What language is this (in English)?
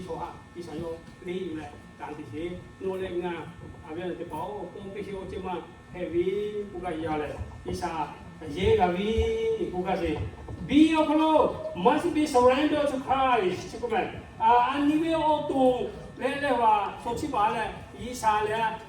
Lahu